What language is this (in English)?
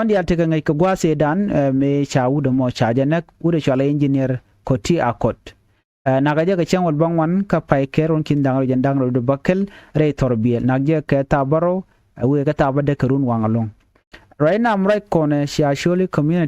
Nuer